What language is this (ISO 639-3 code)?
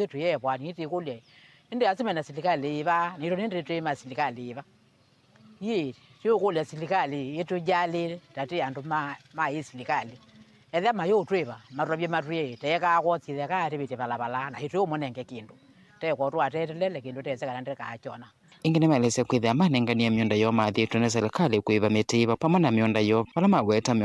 kam